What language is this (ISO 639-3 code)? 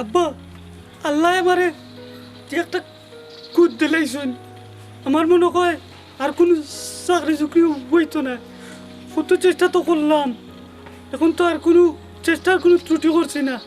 syl